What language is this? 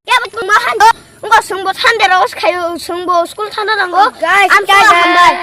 Kok Borok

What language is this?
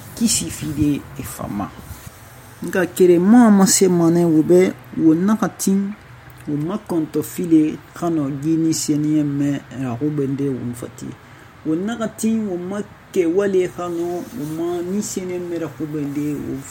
Susu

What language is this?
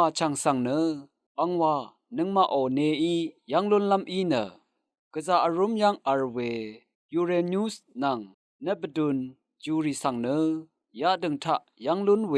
Rawang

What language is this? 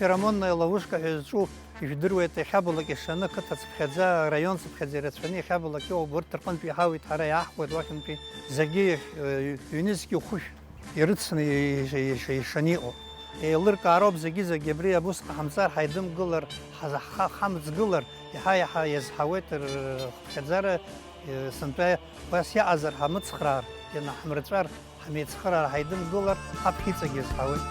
Abkhazian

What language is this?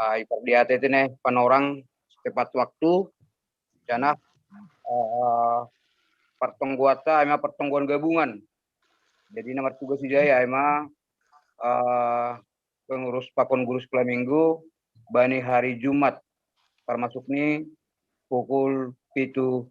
Batak Simalungun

